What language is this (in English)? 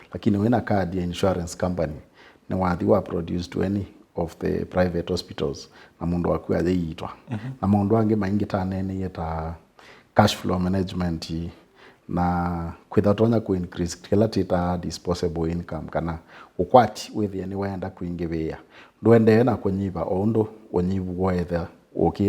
Kamba